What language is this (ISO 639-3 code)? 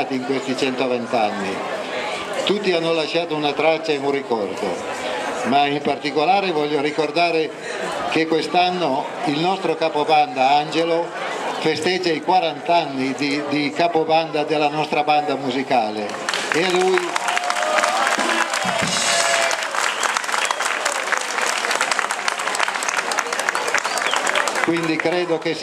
ita